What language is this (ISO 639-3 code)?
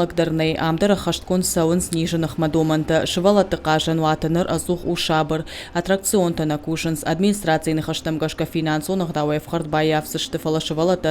oss